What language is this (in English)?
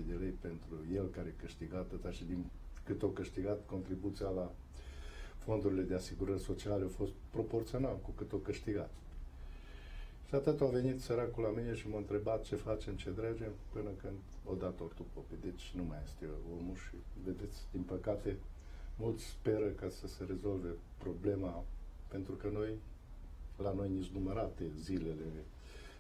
Romanian